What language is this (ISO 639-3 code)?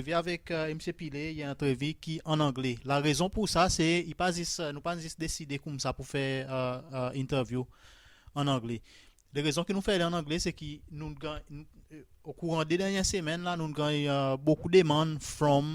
crs